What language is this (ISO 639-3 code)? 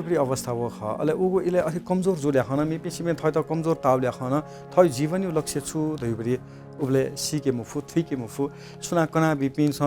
new